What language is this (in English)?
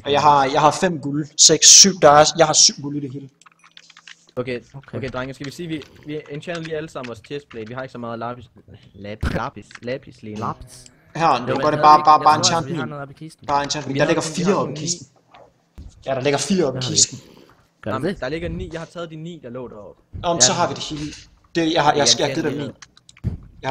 Danish